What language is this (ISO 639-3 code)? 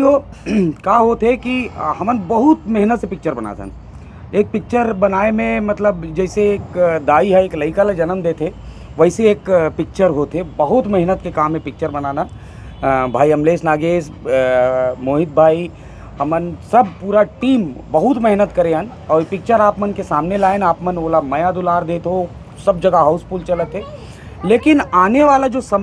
hne